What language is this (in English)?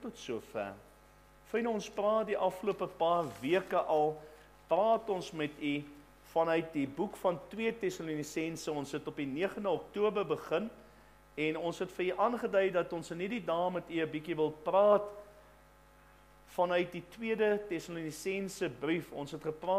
Afrikaans